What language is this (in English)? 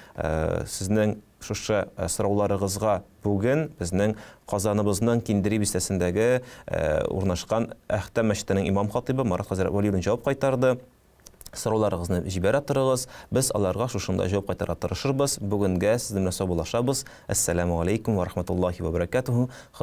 Tatar